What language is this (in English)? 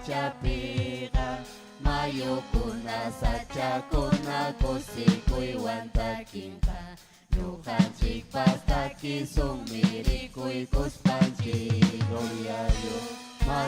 Ayacucho Quechua